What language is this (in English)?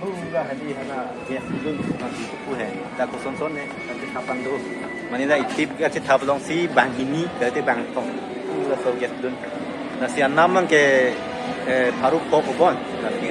Karbi